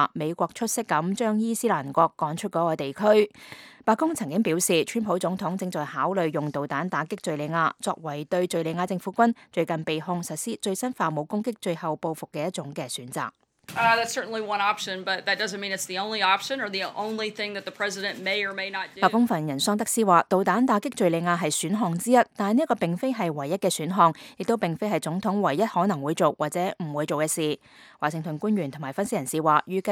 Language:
Cantonese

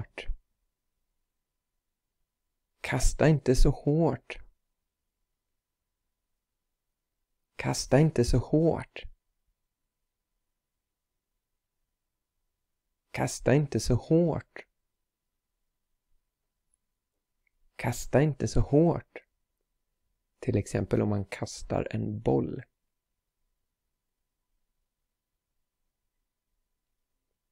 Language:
Swedish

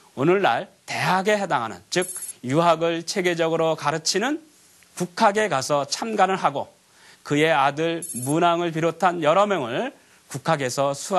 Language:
Korean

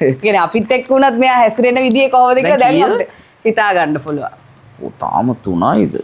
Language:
Sinhala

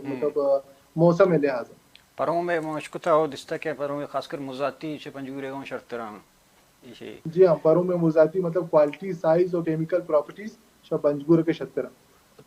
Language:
Baluchi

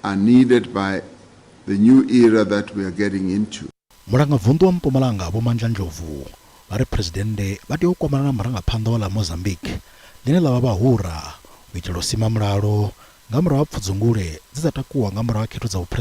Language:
Venda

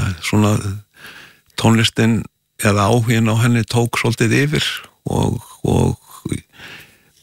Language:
Icelandic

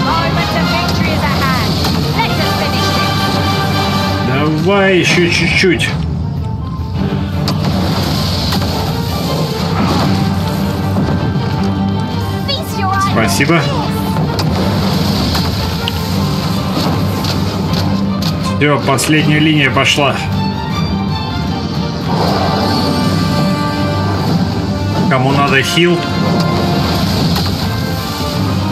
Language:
Russian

